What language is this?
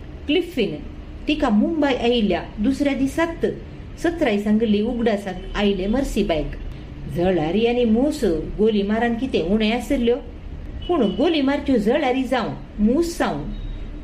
Konkani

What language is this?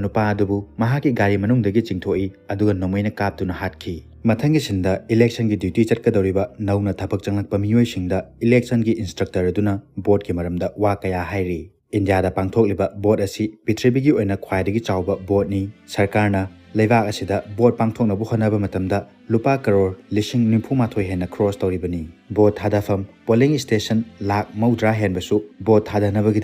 Manipuri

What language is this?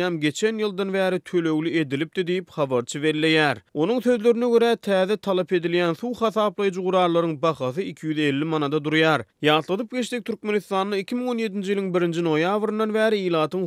Turkmen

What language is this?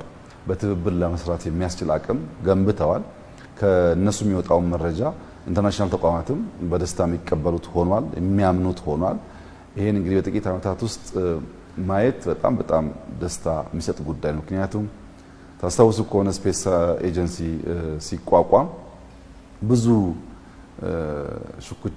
Amharic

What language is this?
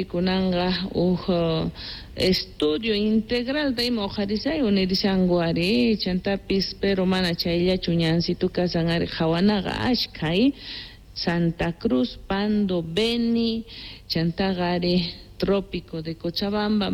South Bolivian Quechua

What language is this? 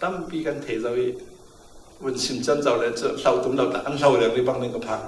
Falam Chin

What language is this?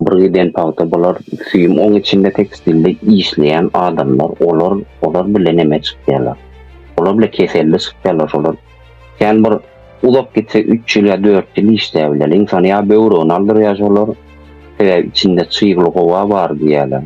Turkmen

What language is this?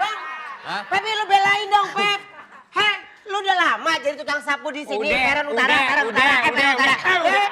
Betawi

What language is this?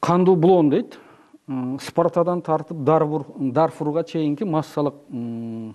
Kyrgyz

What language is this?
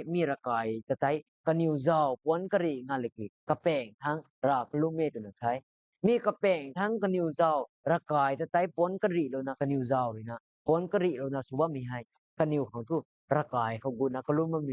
Rongmei Naga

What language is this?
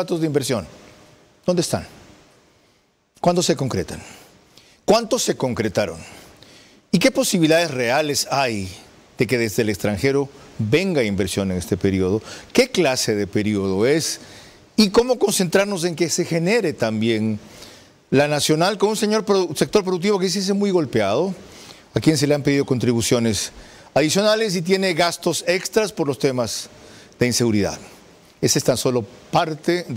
Spanish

